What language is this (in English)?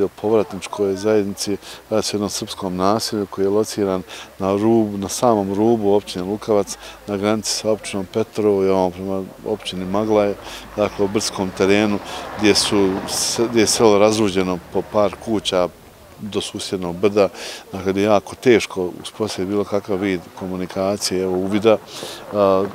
Bosnian